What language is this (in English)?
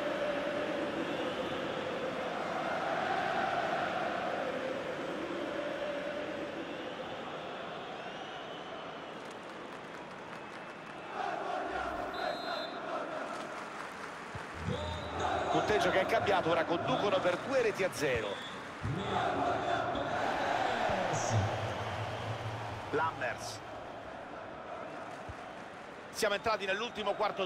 Italian